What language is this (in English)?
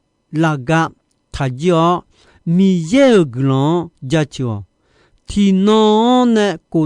Akha